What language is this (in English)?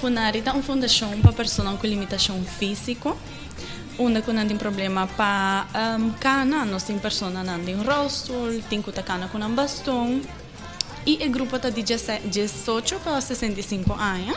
Papiamento